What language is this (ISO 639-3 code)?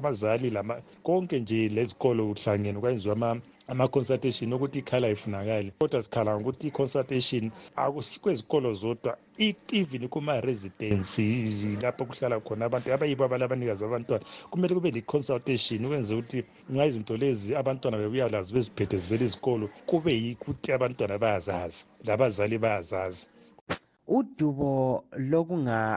nde